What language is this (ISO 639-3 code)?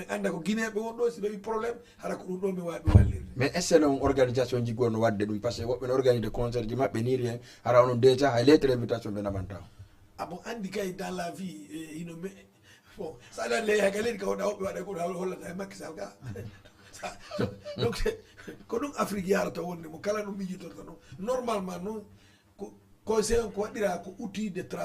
ful